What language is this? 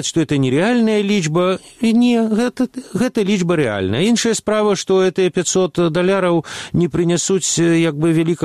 Belarusian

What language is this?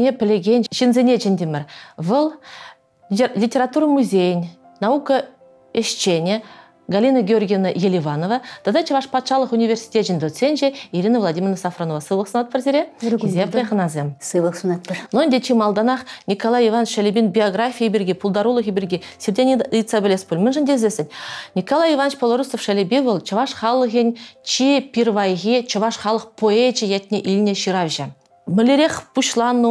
Chuvash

